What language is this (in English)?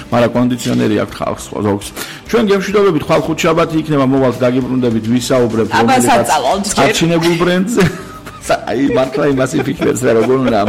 Georgian